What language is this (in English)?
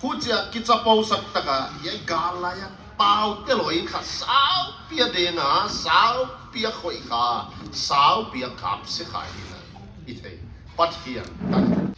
Paite Chin